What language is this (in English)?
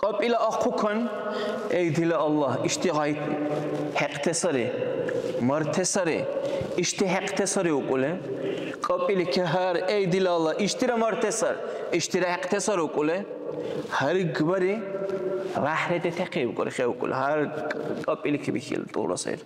Dargwa